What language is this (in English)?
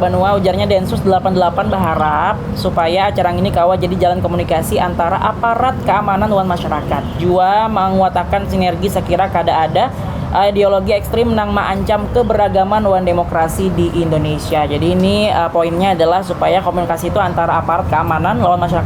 Banjar